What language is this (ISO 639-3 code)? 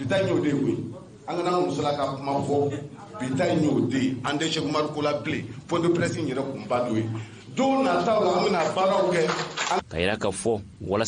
bam